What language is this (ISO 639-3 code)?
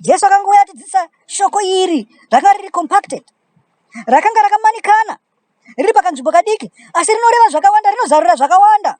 sna